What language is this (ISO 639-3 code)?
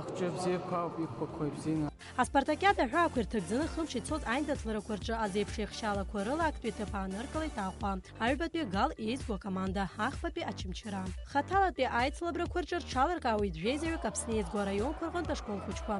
abk